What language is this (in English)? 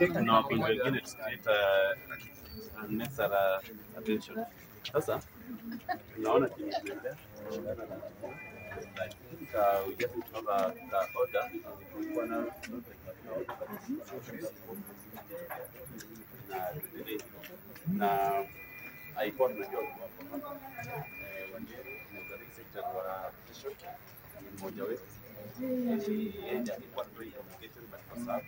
Swahili